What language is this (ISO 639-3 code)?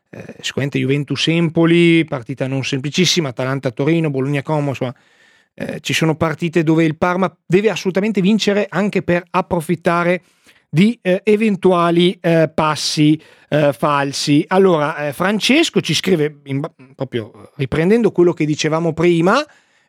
ita